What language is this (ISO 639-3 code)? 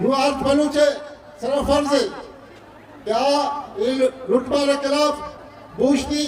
bgp